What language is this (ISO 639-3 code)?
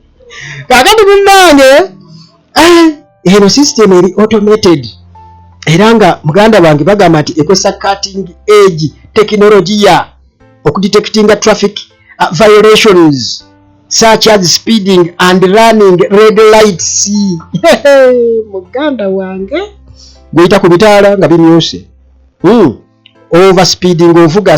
lug